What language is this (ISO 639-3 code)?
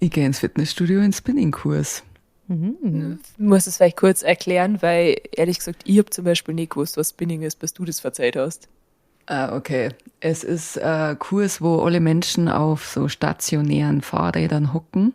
bar